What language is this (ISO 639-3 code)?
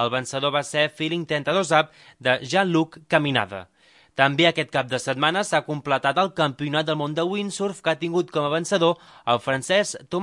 cat